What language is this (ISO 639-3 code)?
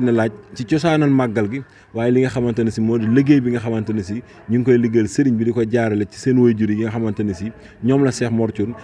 wol